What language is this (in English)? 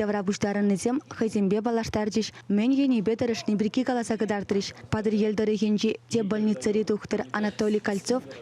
Chuvash